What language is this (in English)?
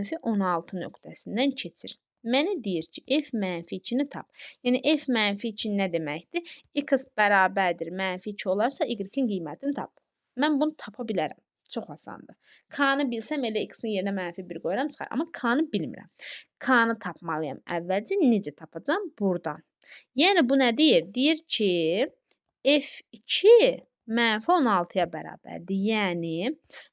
Azerbaijani